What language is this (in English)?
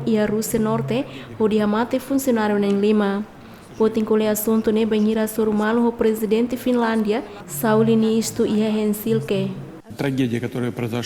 Tetum